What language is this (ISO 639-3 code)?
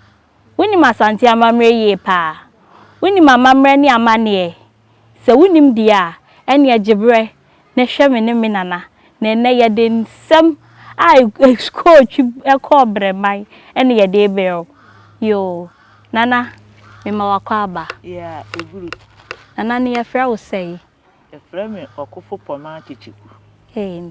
aka